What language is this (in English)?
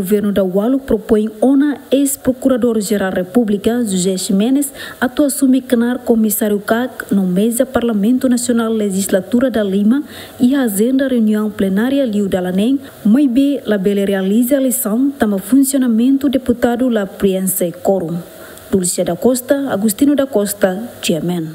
Tetum